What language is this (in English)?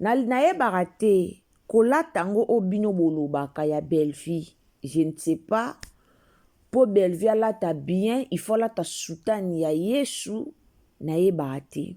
Lingala